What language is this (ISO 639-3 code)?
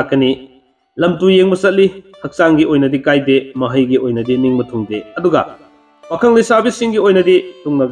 mni